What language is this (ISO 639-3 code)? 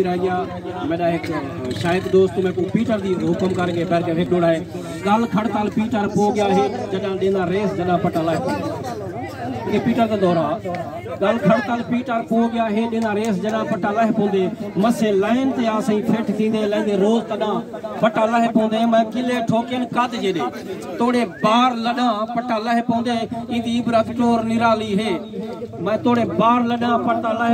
skr